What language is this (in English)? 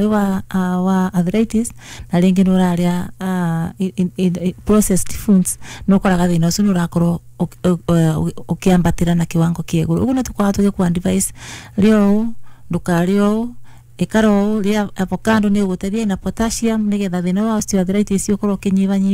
Kikuyu